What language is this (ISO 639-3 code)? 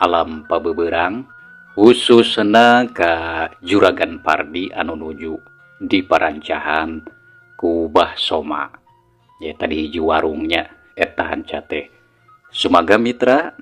sun